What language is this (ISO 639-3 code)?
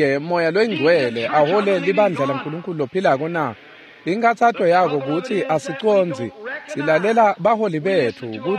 ssw